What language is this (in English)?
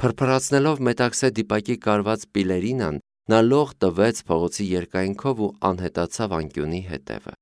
Armenian